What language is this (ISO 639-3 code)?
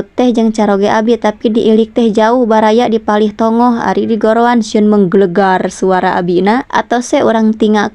sun